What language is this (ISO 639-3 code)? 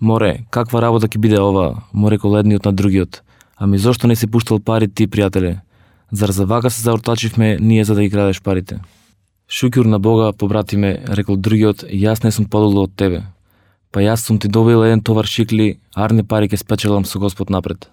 mkd